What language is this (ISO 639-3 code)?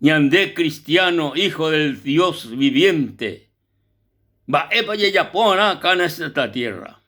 grn